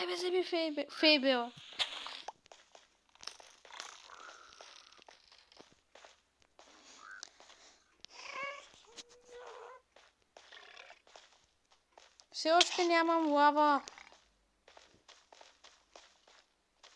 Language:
Bulgarian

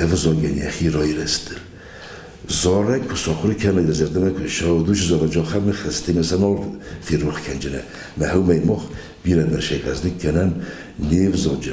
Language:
Ossetic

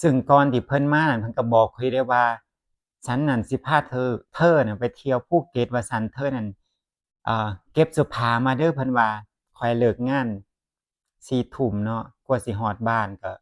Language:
Northeastern Thai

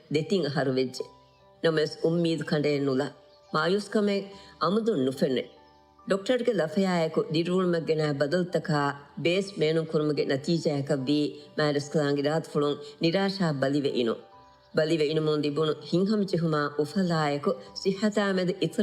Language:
Divehi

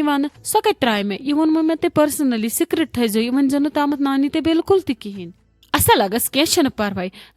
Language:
Kashmiri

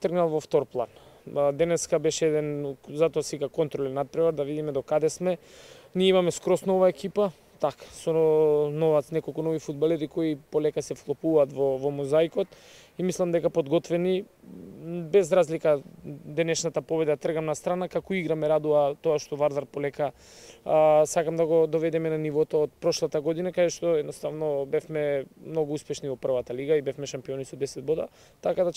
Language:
Macedonian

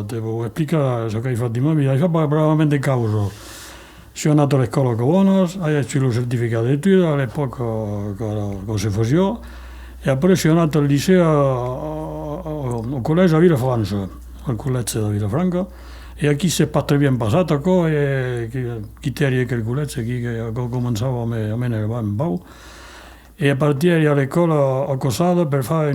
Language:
Occitan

